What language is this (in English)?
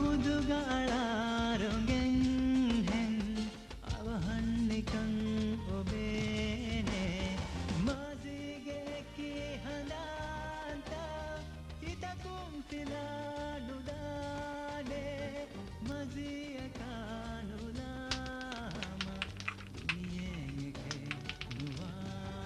Divehi